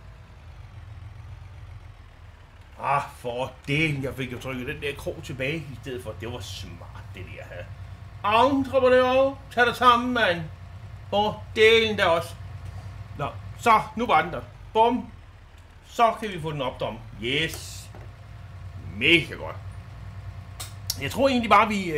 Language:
Danish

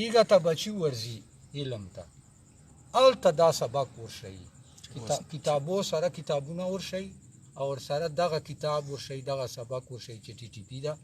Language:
Pashto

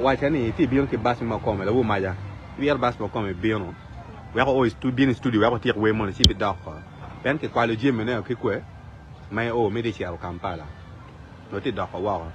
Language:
Acoli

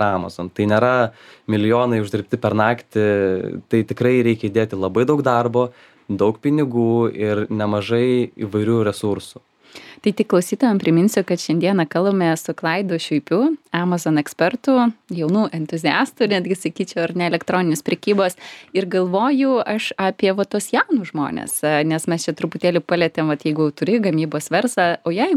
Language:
Lithuanian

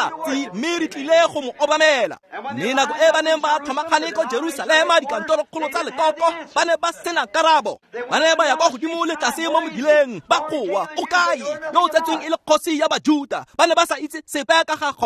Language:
Tswana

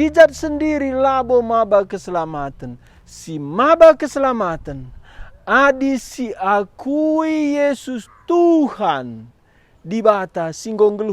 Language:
Batak Karo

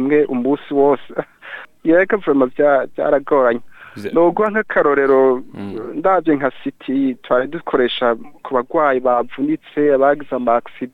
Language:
Rundi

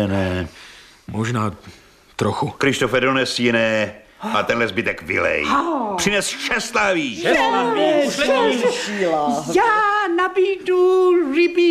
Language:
Czech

